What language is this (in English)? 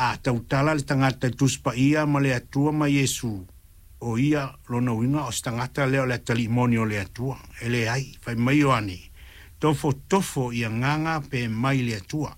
Samoan